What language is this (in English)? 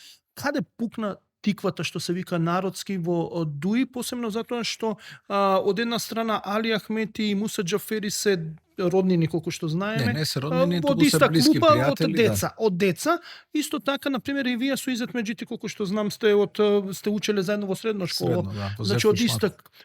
Macedonian